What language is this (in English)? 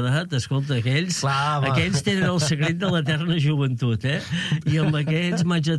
Catalan